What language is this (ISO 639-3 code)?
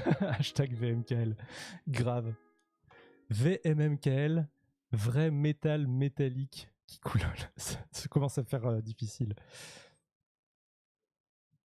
fra